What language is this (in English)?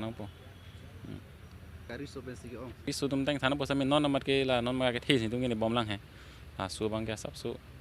Karbi